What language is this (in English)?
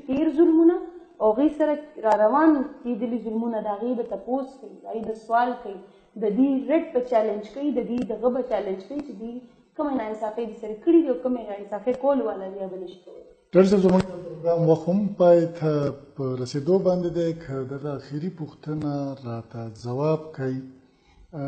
Pashto